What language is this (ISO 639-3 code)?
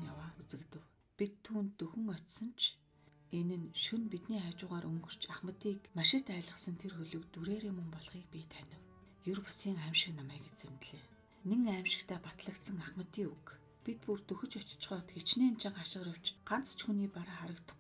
mon